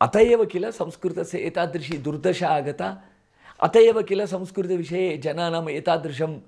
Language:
Sanskrit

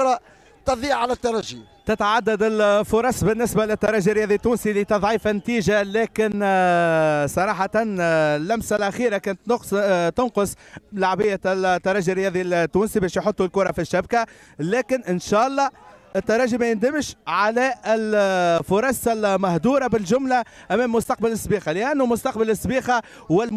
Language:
Tunisian Arabic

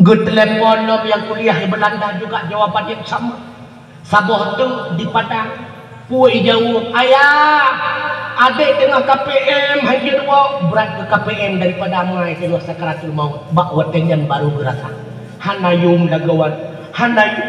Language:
Achinese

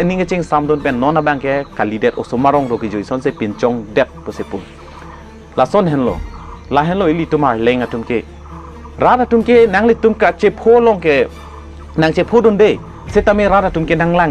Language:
Karbi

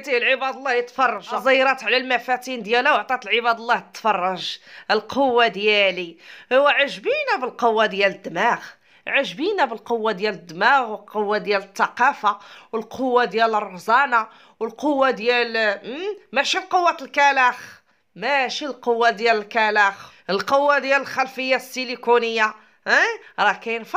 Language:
Moroccan Arabic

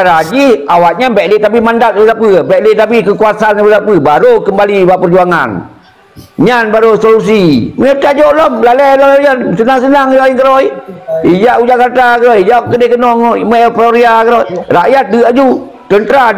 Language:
Achinese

